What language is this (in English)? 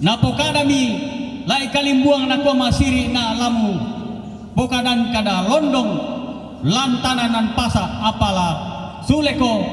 Toraja-Sa'dan